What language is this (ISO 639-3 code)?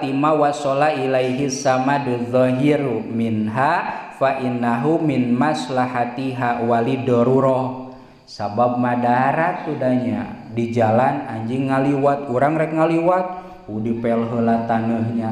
sun